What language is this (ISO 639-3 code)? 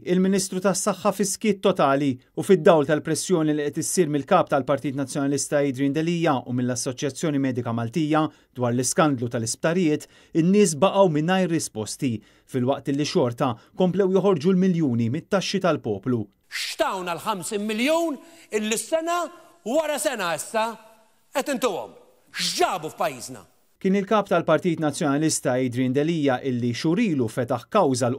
mlt